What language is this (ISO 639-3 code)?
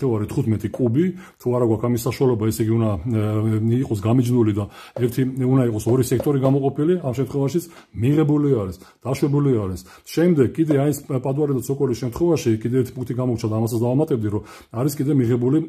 kat